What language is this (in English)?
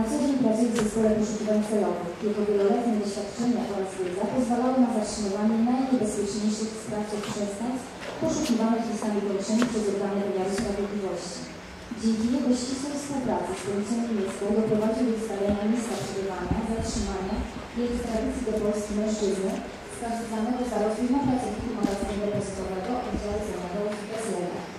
Polish